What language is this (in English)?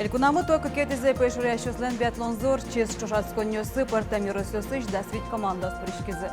Udmurt